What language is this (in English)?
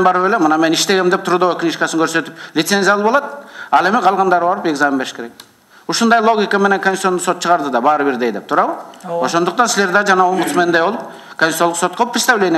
Kyrgyz